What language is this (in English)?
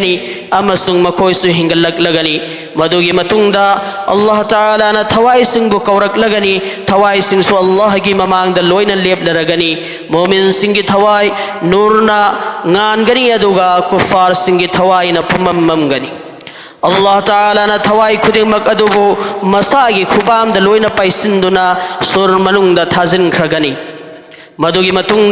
Manipuri